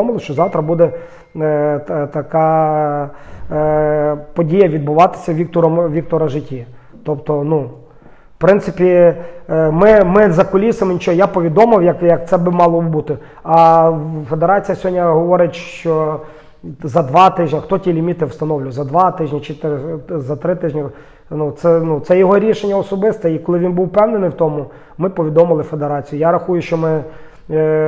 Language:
Ukrainian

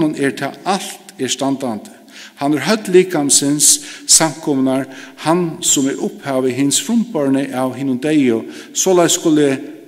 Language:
Faroese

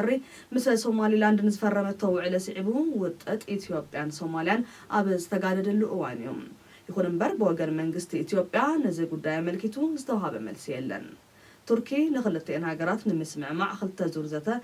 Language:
Tigrinya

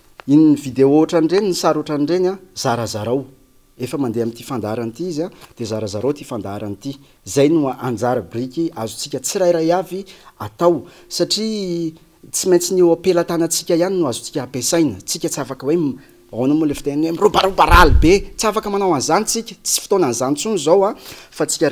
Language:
Malagasy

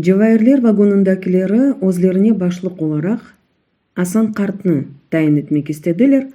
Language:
Crimean Tatar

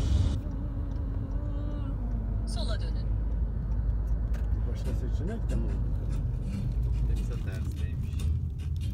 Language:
Turkish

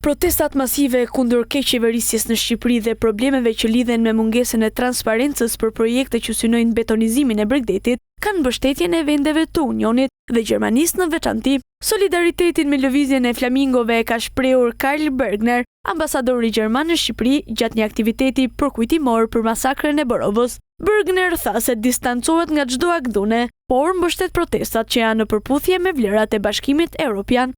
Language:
Albanian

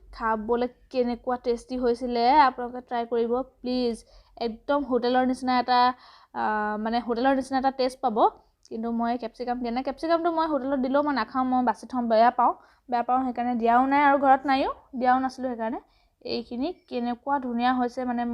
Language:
Assamese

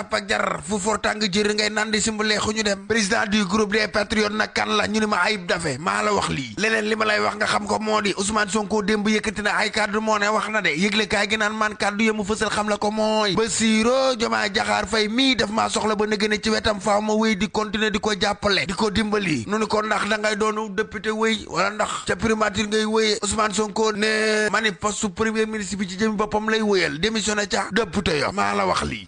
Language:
Wolof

